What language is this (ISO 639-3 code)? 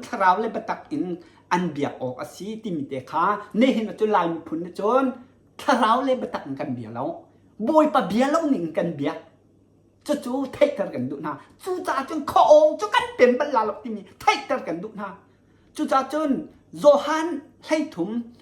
cnh